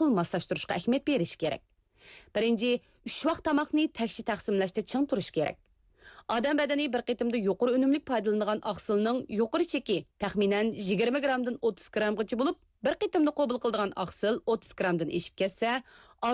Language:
Uyghur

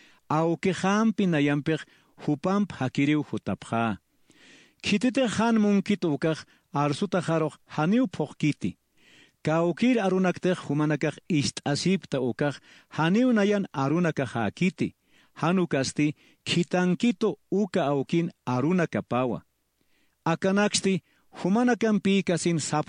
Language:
Aymara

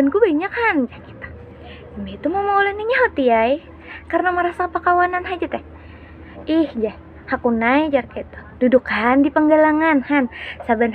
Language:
Banjar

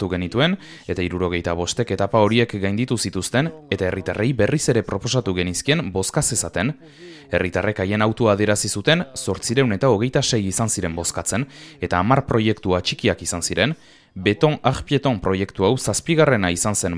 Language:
Basque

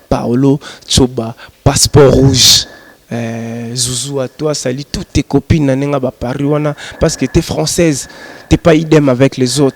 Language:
Lingala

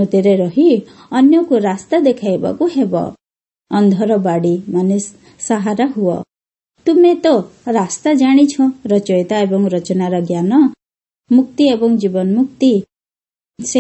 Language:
Odia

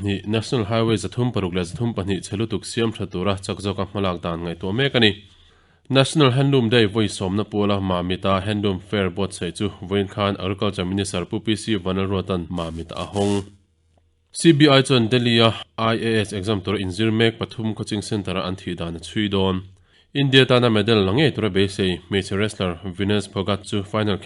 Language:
Mizo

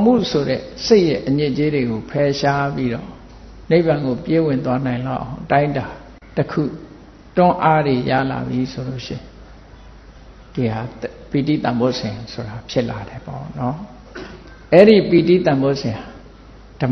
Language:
Burmese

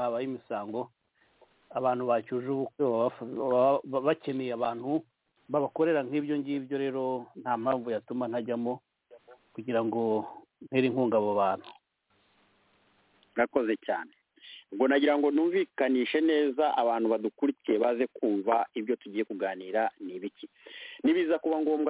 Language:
Kinyarwanda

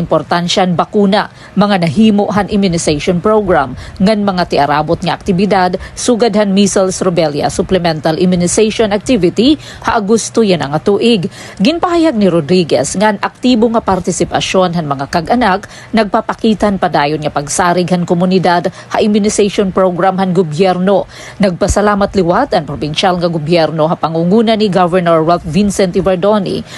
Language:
Waray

